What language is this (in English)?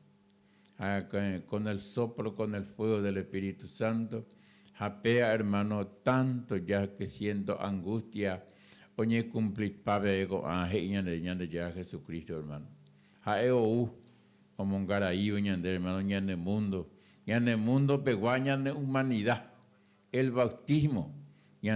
Guarani